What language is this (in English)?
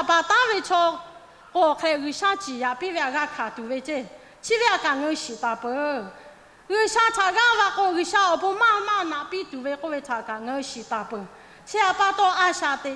Lahu